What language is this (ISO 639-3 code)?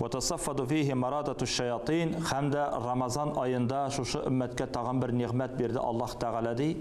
tat